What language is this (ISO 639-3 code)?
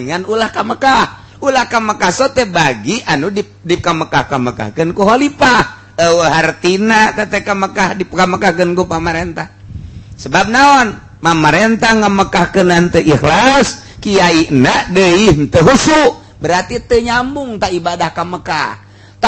sun